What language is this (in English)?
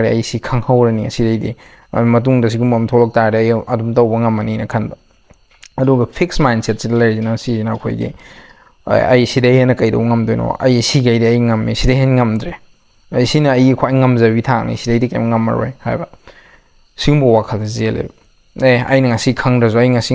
Manipuri